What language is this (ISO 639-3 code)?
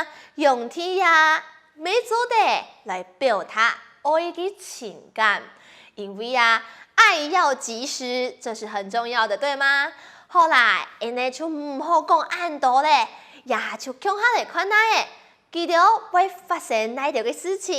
hak